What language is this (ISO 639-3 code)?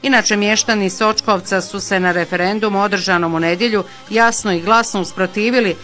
bos